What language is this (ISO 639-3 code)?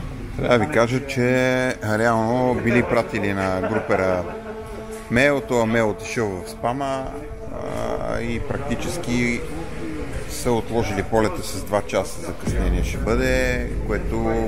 bul